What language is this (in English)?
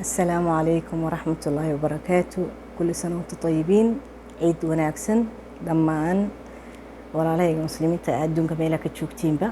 Somali